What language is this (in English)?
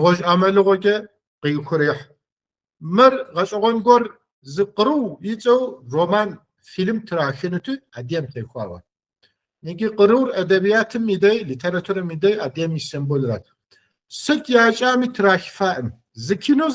Kabardian